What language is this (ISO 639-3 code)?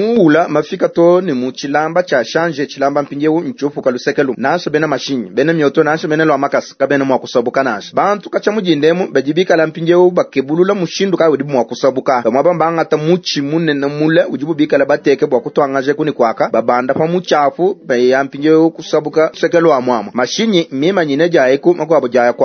lua